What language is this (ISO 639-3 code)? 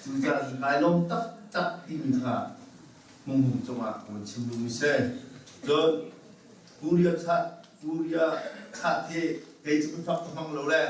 cnh